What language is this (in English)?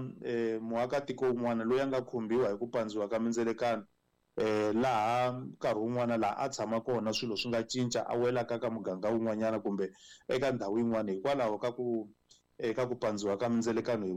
Tsonga